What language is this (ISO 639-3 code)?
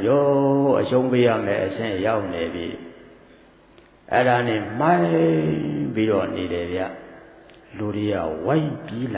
mya